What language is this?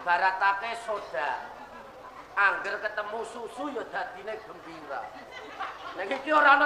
Javanese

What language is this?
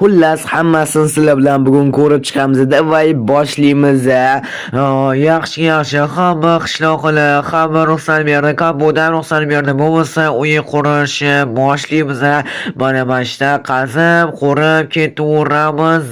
Uzbek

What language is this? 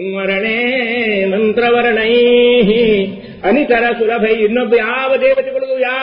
Kannada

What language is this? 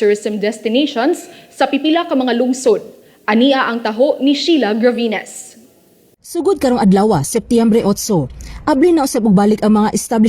Cebuano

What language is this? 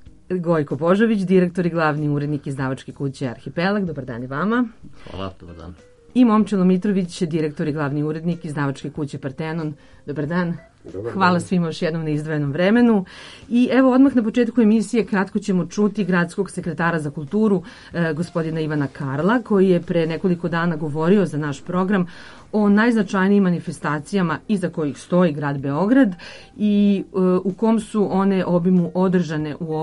Serbian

